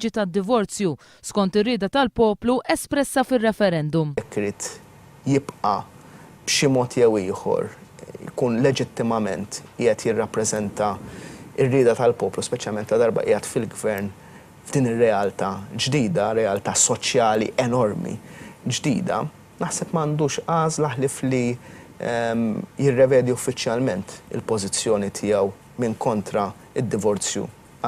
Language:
Maltese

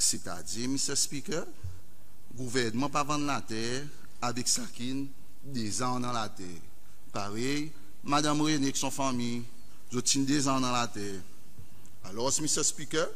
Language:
Seselwa Creole French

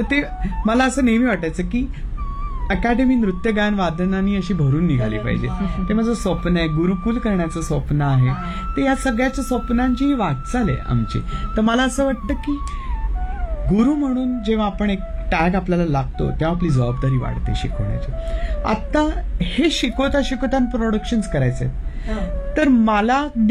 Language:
Marathi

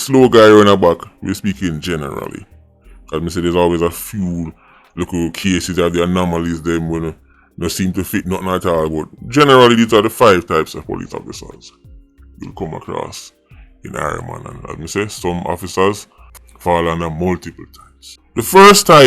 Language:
Jamaican Creole English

